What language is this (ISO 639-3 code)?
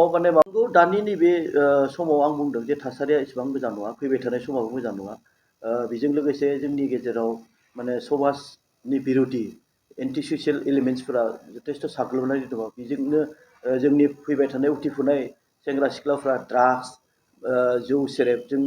brx